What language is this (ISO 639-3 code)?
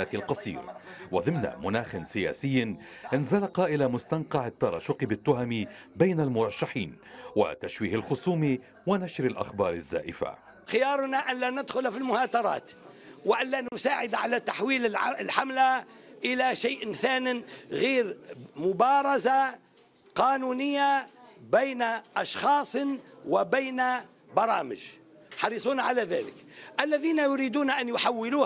ara